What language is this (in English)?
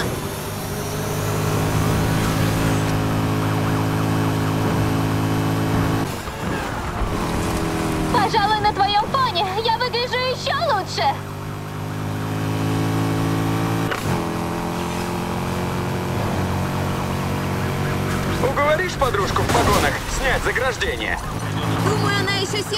Russian